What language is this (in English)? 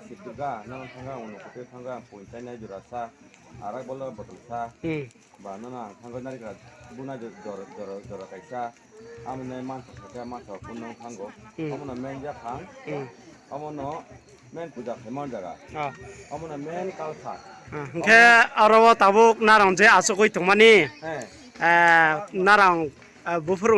Riang (India)